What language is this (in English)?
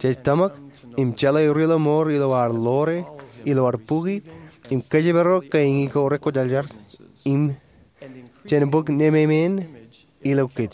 Marshallese